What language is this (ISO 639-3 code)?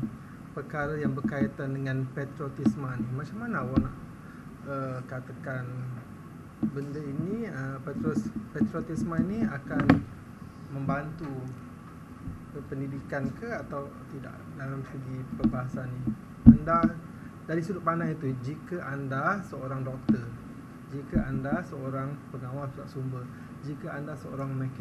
msa